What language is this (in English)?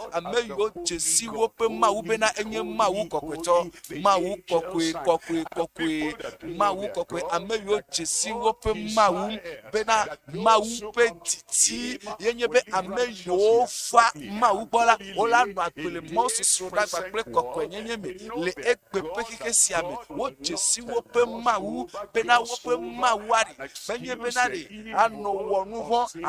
Ewe